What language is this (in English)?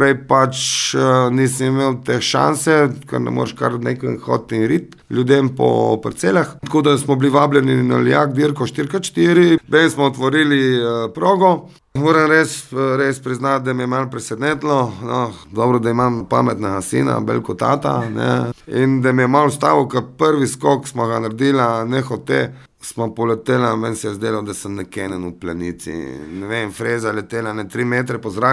Slovenian